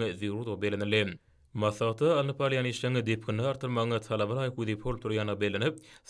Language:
Turkmen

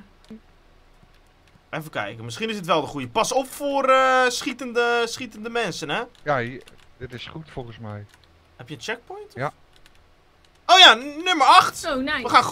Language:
Dutch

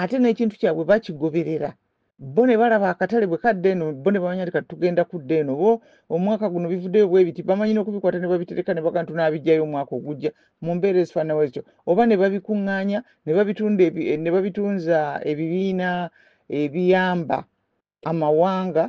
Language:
Ganda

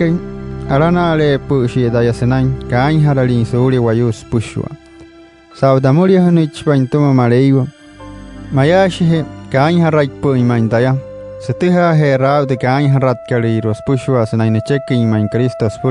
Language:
Wayuu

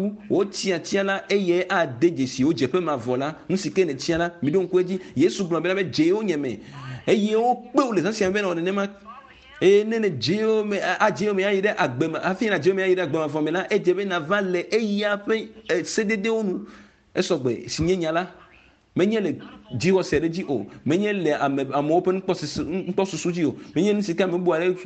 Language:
Ewe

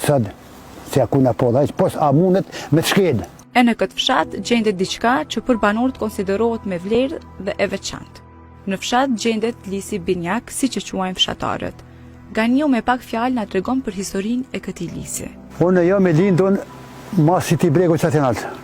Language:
Albanian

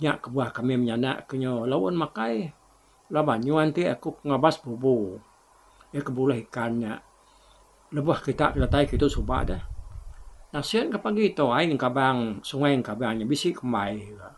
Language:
Iban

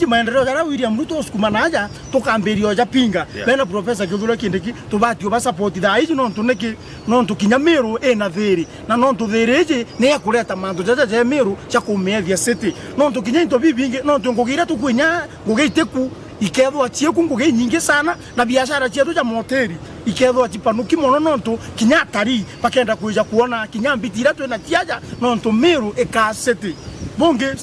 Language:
Meru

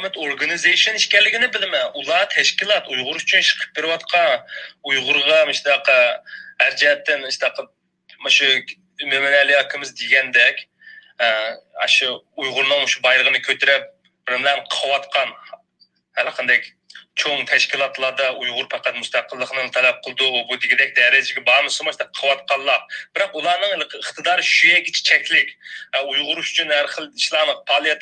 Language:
Uyghur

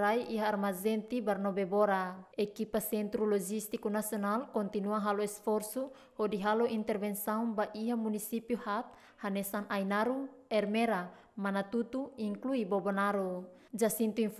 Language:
Tetum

